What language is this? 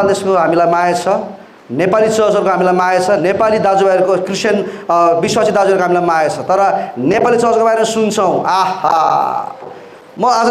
Nepali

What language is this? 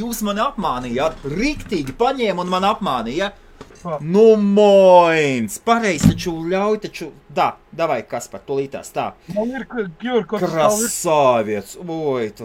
Latvian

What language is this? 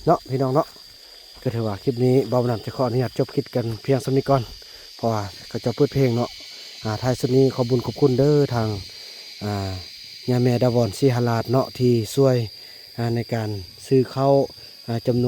Northeastern Thai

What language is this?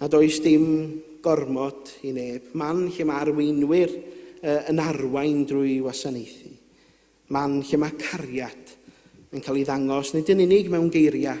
Welsh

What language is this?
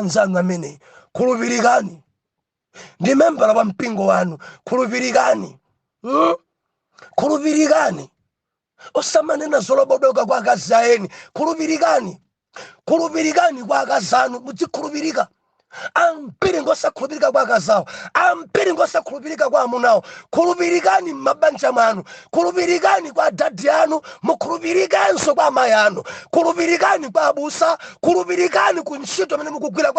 Nyanja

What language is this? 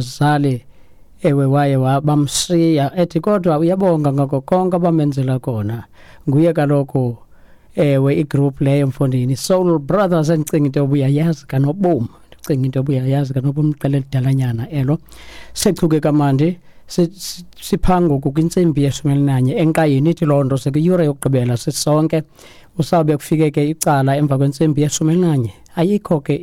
Xhosa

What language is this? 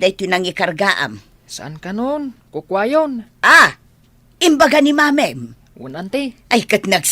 Iloko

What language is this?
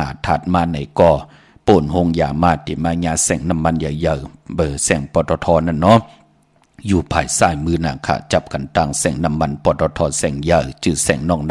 Shan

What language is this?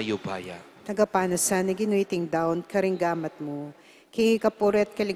Pampanga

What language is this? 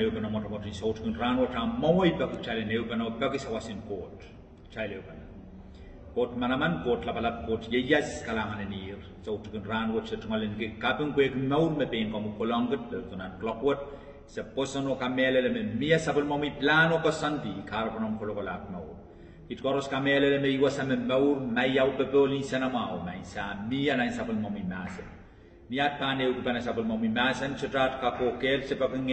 Pohnpeian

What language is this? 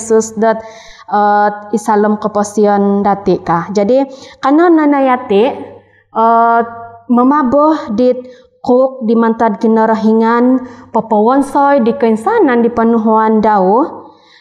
Central Dusun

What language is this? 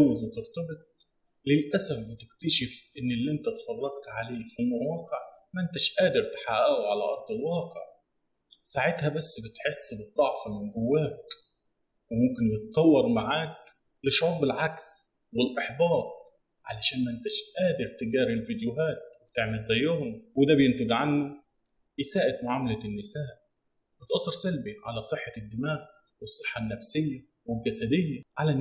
Egyptian Arabic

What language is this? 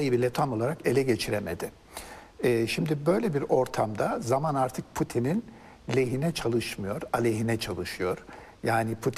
Turkish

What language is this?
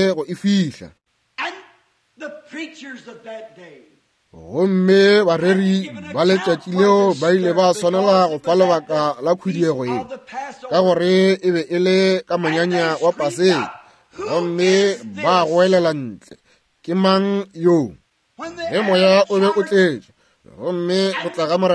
Northern Sotho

